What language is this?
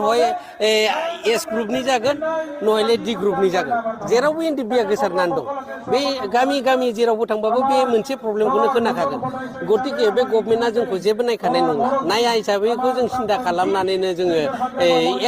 Bodo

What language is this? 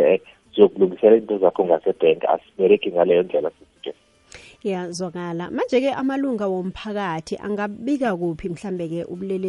South Ndebele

